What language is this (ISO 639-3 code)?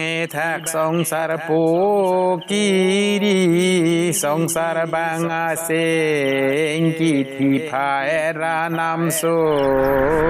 mjw